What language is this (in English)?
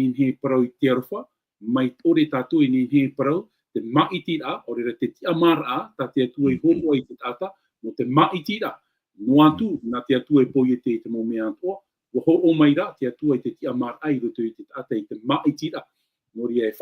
Tahitian